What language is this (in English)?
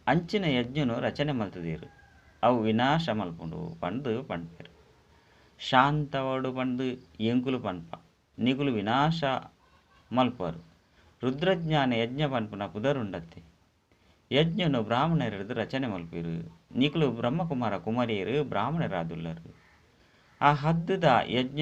Tulu